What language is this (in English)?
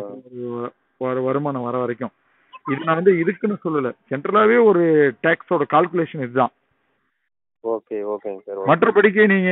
Tamil